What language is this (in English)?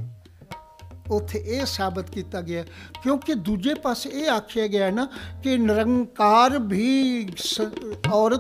Punjabi